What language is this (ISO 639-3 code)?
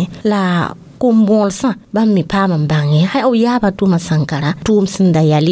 mos